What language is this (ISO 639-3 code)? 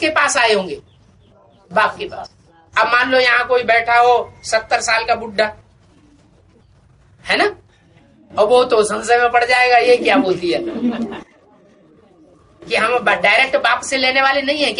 hin